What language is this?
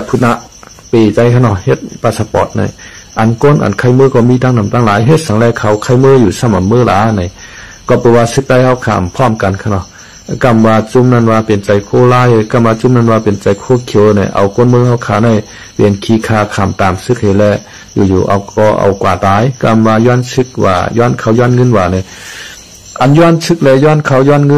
Shan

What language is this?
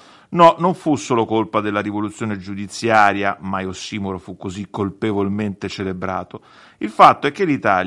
Italian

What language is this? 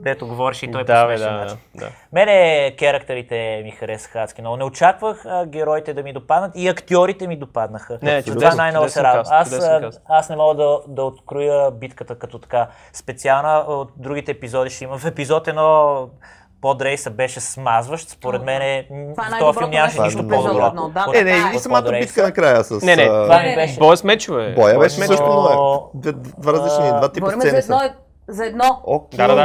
Bulgarian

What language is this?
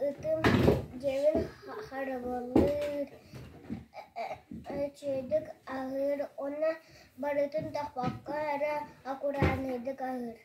Yakut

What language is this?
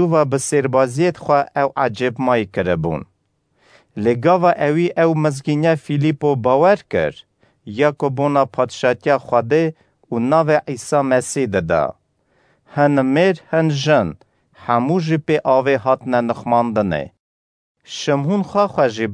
Kurdish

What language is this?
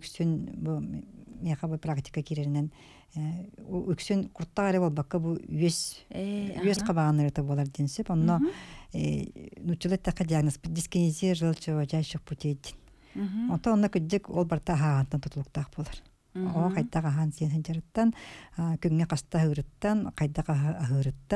Yakut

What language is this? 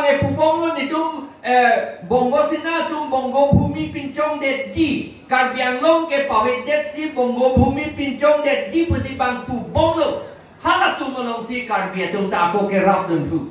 Karbi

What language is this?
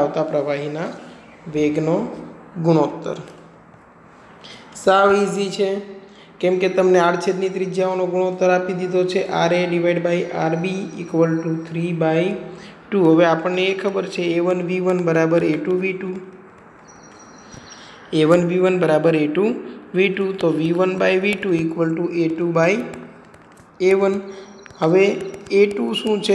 Gujarati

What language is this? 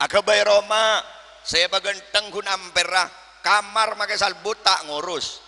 Madurese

